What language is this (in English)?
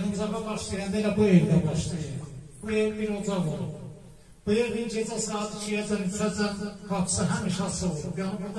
South Azerbaijani